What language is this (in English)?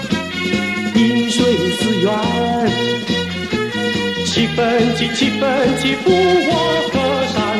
Chinese